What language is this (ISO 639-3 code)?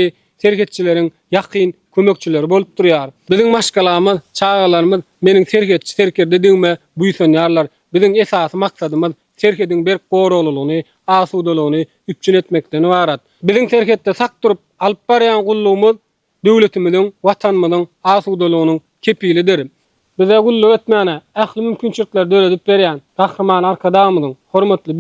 tuk